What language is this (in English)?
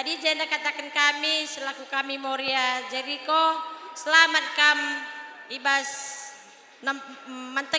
Batak Toba